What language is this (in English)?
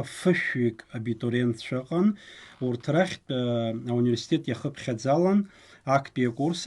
Abkhazian